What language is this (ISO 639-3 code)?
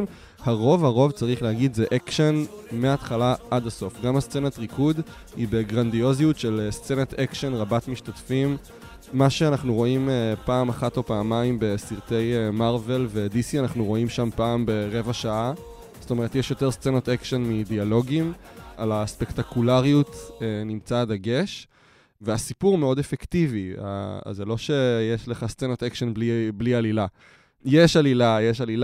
heb